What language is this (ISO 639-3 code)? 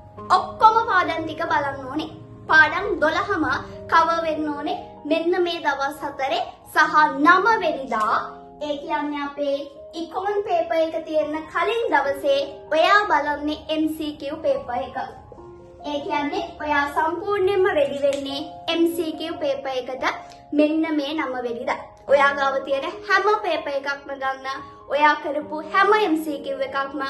sin